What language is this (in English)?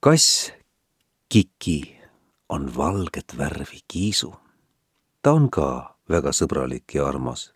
Estonian